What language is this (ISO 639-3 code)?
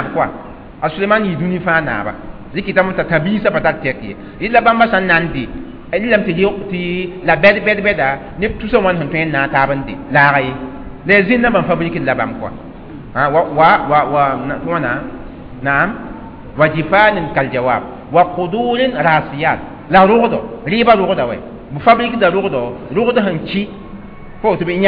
mos